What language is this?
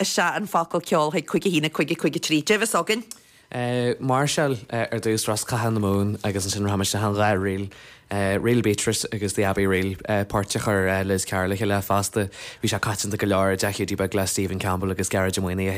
Irish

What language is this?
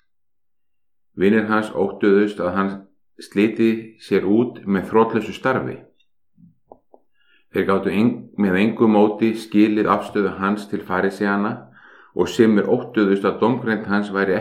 Icelandic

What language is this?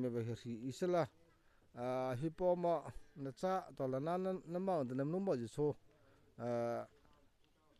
Mara Chin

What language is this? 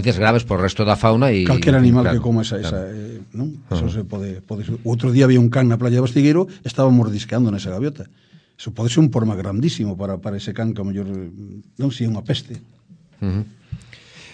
Galician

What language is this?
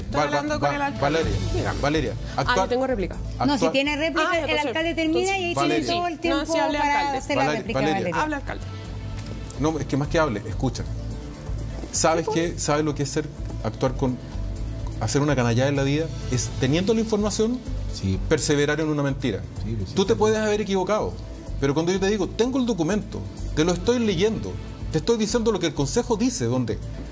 Spanish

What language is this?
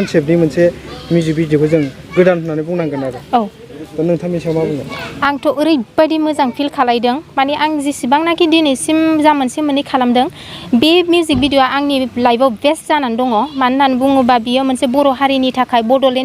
Bodo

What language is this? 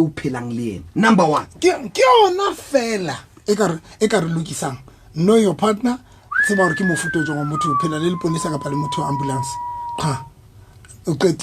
Southern Sotho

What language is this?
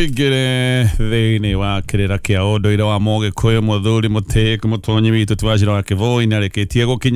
Kikuyu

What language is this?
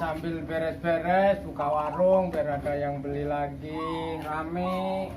Betawi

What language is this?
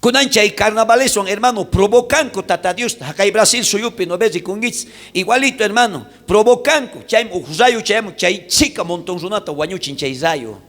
South Bolivian Quechua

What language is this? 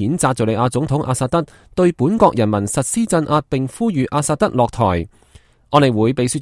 Cantonese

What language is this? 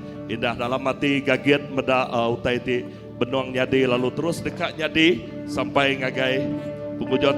Iban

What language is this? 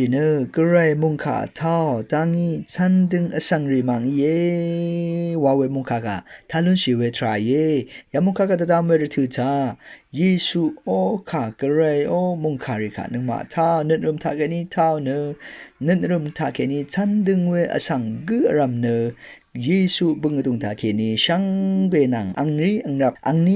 Rawang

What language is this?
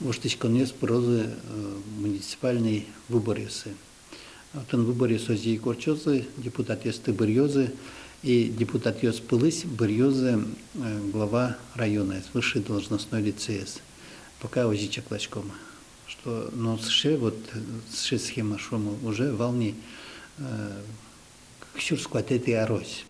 Udmurt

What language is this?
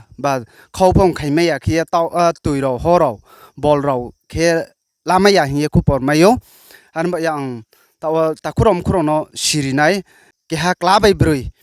Riang (India)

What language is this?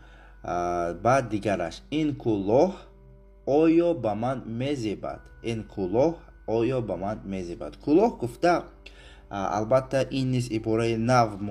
Tajik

